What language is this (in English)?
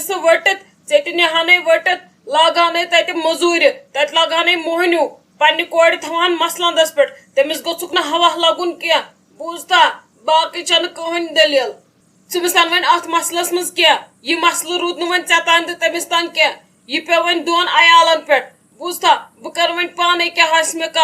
Kashmiri